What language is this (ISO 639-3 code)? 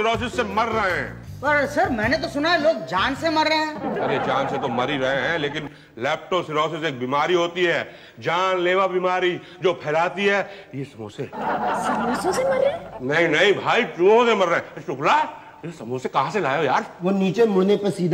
hin